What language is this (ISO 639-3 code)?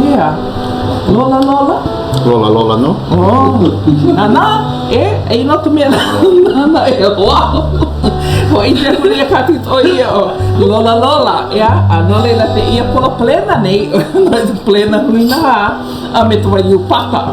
haw